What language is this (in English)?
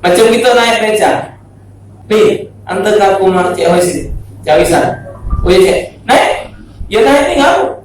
Musi